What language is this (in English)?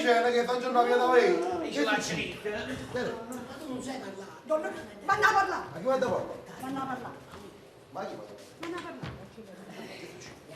Neapolitan